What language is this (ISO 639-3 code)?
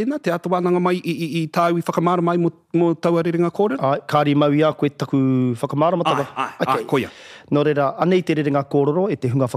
mri